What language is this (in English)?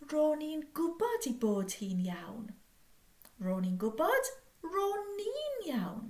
Welsh